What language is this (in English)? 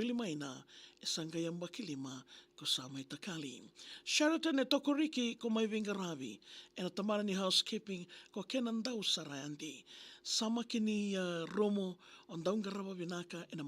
Fijian